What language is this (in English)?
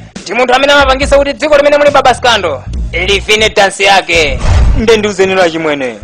Nyanja